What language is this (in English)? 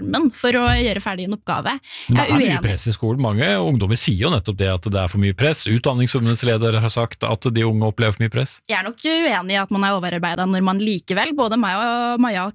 Norwegian